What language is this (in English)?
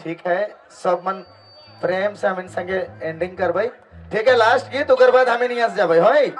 Sadri